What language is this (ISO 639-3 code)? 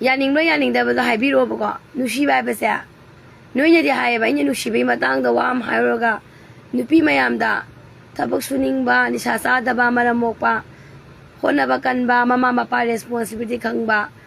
mni